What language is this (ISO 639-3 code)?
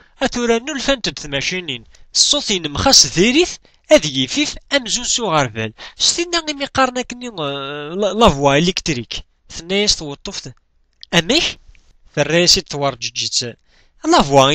kab